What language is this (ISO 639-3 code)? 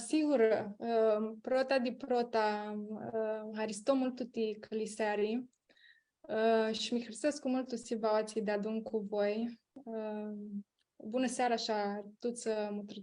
rup